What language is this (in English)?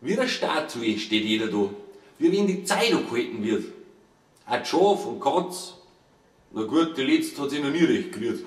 Bavarian